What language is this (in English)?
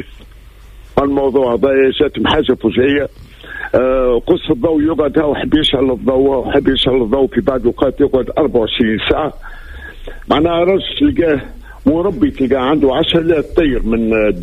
Tunisian Arabic